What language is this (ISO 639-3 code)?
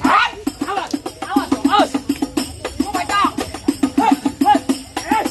bew